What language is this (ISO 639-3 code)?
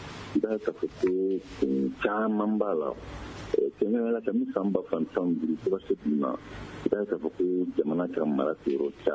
bam